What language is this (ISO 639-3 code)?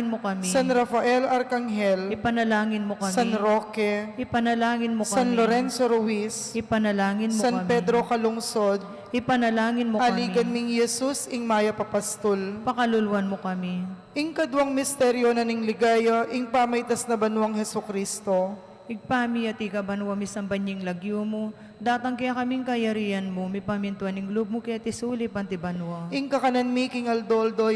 pam